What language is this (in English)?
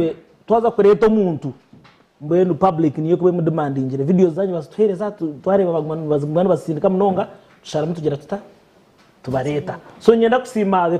Nyankole